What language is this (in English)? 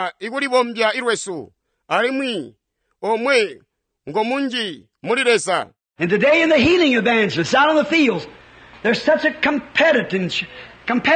Tonga (Zambia)